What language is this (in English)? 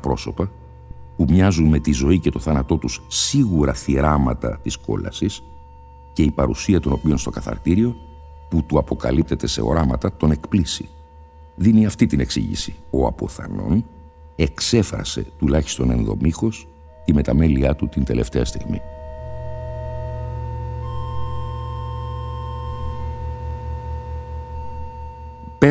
Greek